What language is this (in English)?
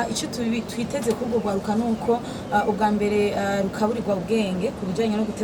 Rundi